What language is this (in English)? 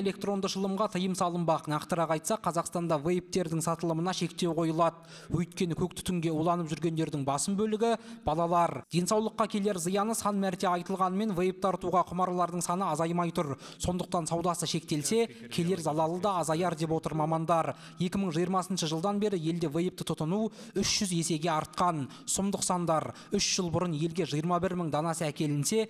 Kazakh